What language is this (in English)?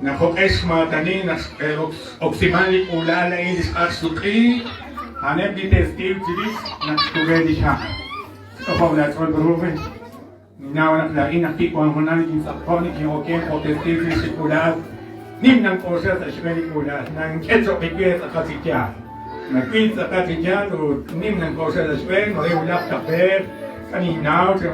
Kekchí